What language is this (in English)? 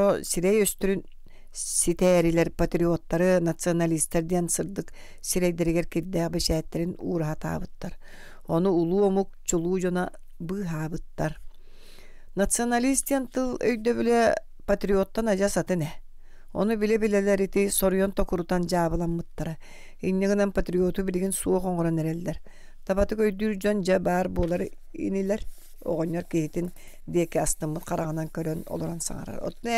Yakut